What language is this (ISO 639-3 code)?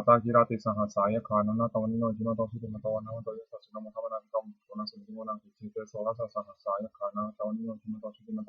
pli